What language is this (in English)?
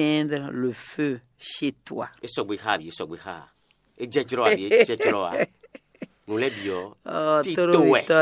Fon